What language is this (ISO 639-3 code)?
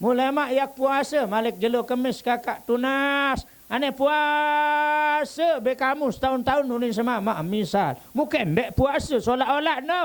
sas